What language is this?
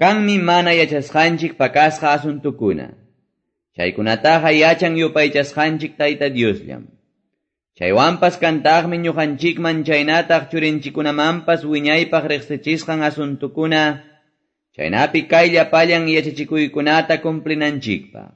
Quechua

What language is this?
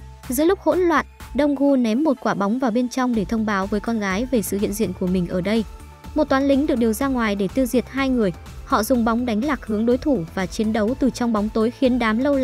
Vietnamese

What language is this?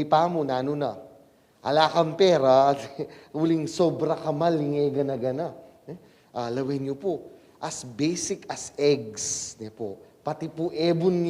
Pampanga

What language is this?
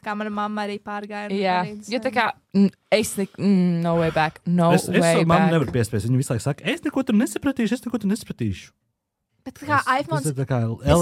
Latvian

